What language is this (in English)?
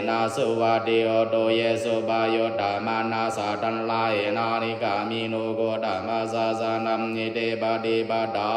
Pali